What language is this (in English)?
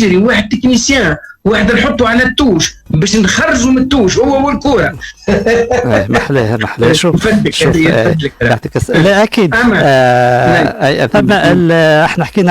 Tunisian Arabic